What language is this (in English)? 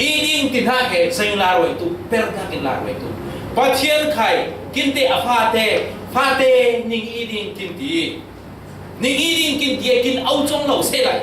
Falam Chin